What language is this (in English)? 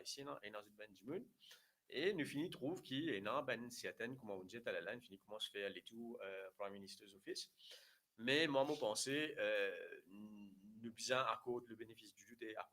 Morisyen